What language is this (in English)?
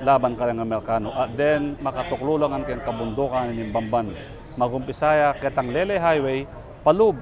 Pampanga